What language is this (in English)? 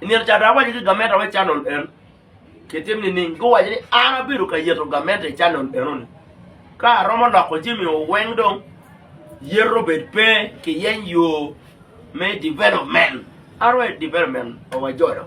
Acoli